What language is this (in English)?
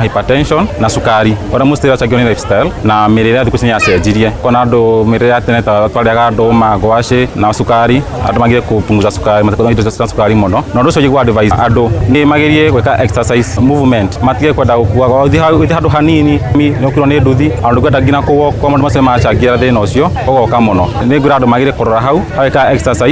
Kikuyu